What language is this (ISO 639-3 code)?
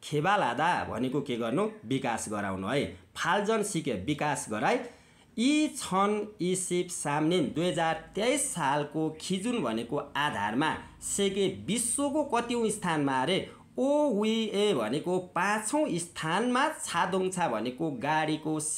nep